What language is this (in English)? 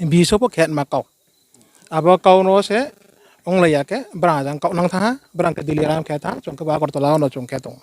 Riang (India)